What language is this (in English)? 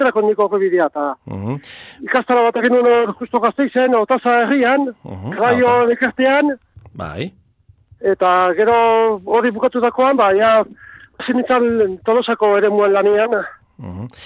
Basque